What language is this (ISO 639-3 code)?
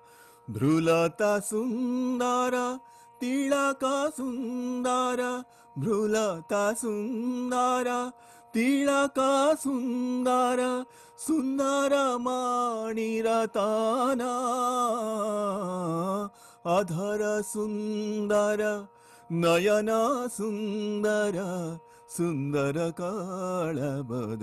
ori